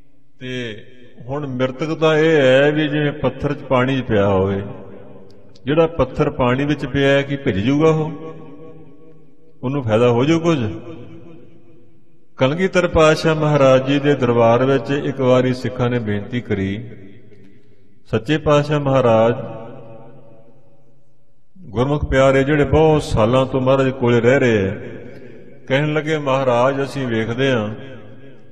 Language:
Punjabi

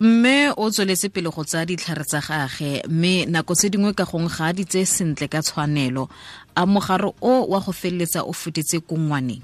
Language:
Tswana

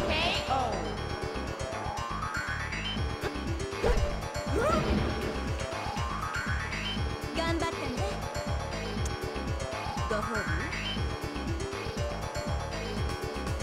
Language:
Japanese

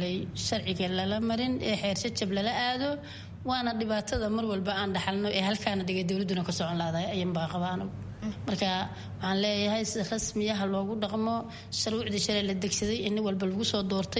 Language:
Somali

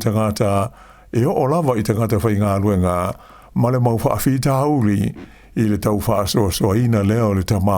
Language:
Samoan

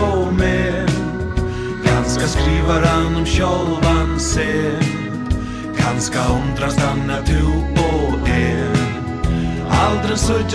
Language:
Faroese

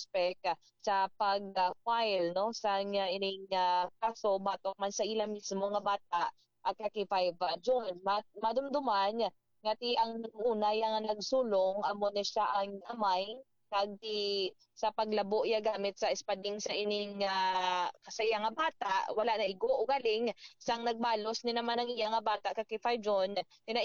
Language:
Hiligaynon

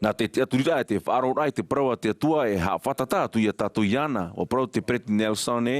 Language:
Tahitian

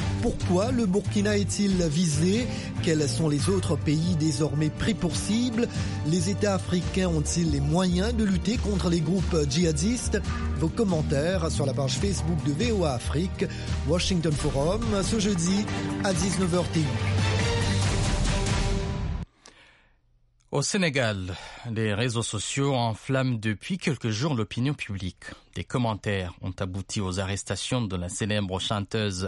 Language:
French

